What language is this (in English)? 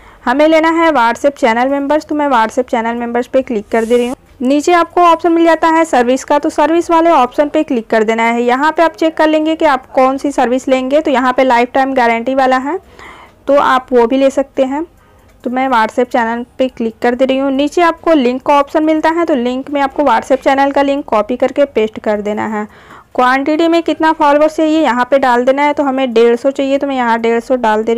Hindi